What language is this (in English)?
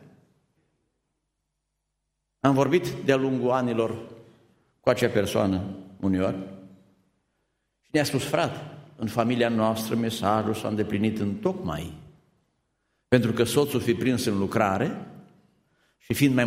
Romanian